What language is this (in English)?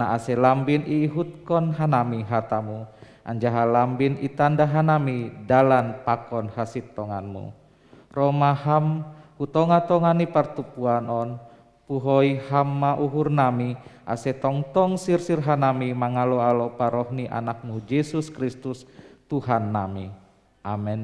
Batak Simalungun